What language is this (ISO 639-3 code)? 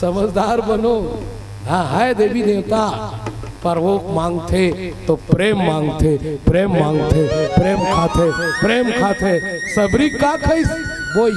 hne